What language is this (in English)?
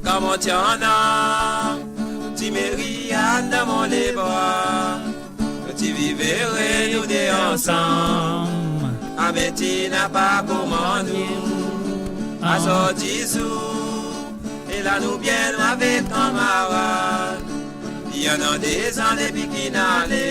Morisyen